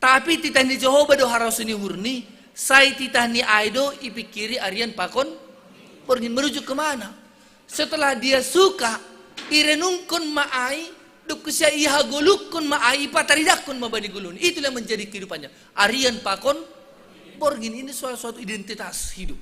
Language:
Batak Simalungun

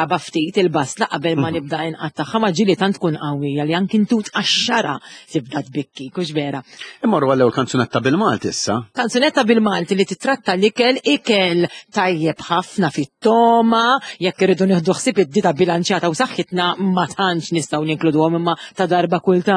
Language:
Maltese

